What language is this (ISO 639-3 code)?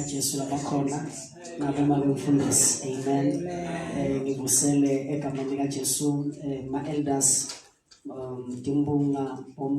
zul